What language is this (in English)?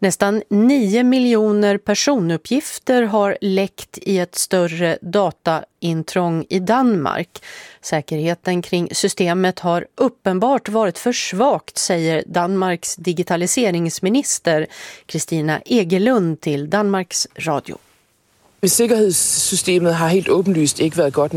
Swedish